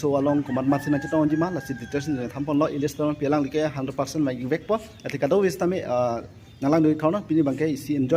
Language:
Karbi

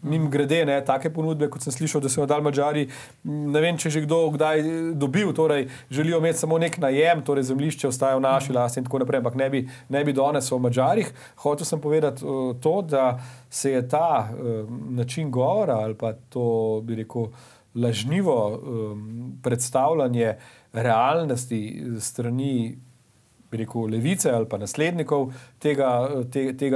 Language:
Slovenian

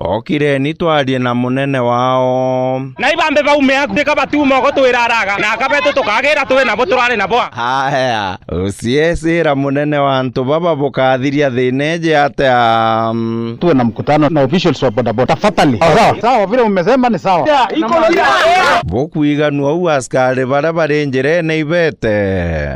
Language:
Meru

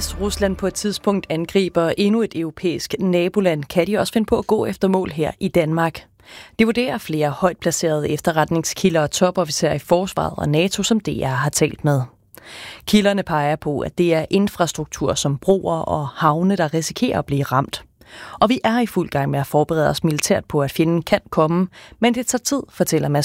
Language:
Danish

